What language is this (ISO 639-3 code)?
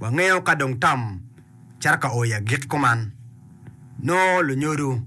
ach